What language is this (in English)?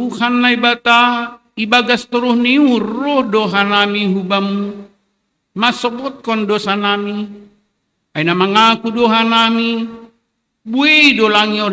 Batak Simalungun